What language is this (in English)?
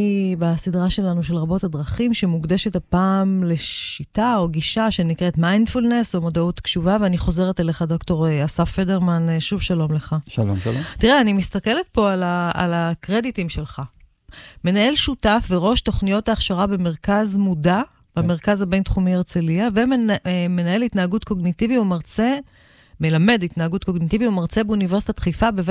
Hebrew